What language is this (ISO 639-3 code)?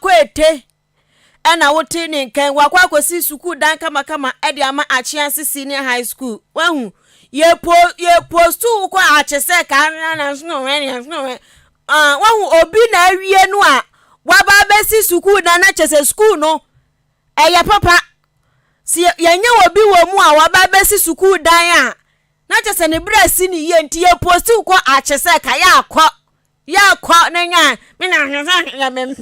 aka